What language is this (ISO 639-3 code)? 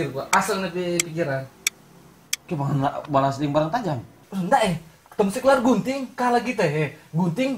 xmm